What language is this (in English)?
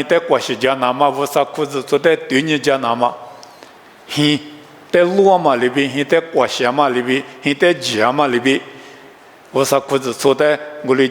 Lisu